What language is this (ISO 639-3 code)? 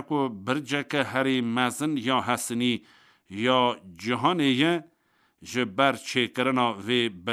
kur